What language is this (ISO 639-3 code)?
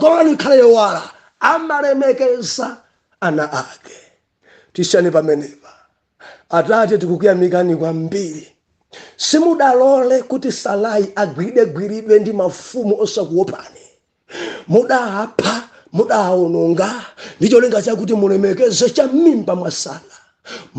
nya